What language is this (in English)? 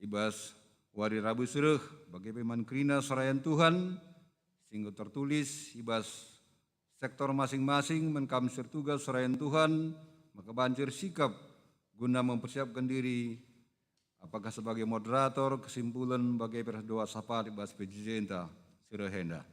Batak Karo